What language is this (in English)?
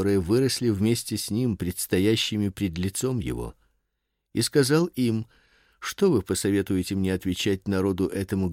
Russian